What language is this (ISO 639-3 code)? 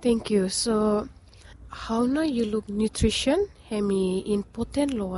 bis